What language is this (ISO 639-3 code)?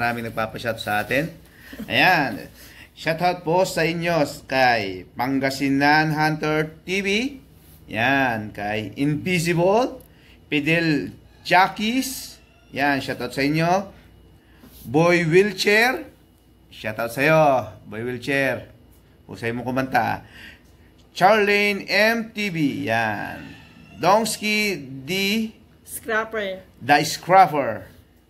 fil